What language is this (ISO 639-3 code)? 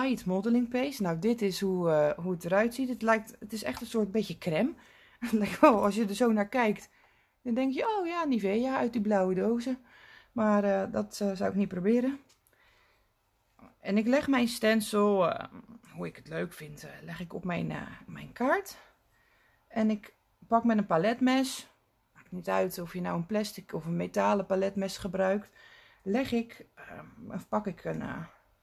nld